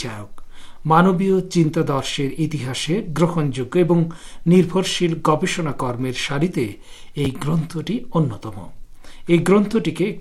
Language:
Bangla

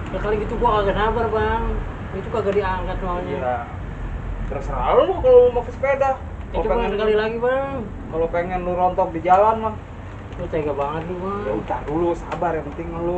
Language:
Betawi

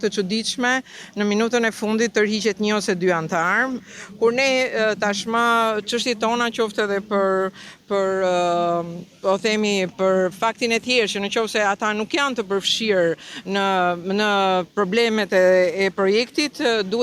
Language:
Albanian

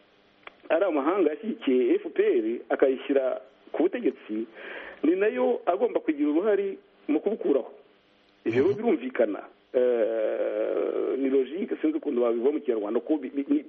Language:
Kinyarwanda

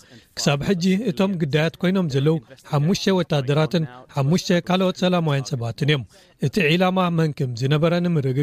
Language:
Tigrinya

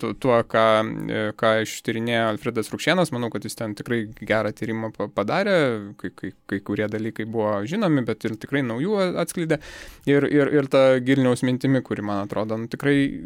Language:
Lithuanian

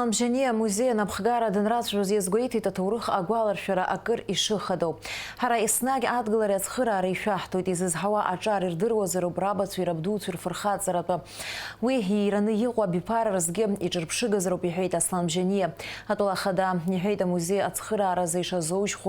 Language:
Abkhazian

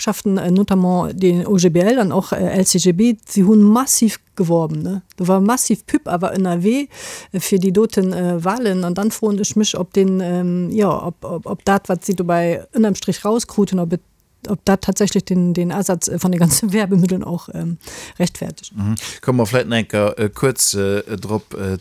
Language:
Luxembourgish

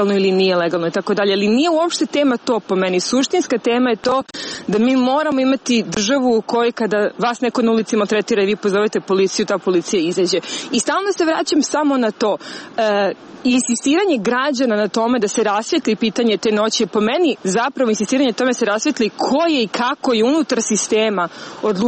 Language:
Serbian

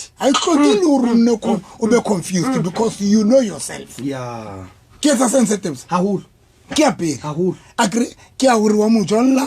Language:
Southern Sotho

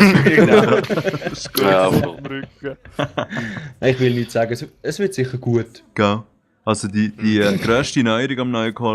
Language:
Swiss German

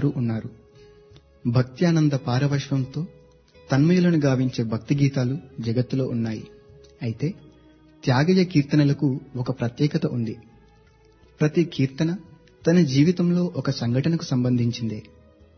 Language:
Telugu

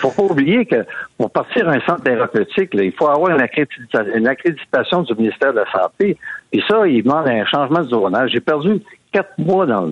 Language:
French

